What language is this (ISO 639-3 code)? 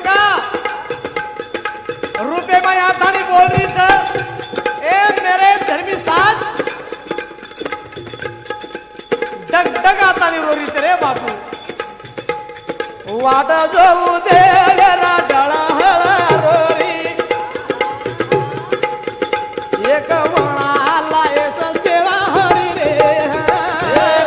lmn